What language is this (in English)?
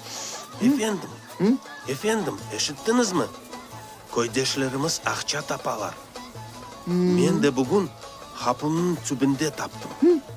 Crimean Tatar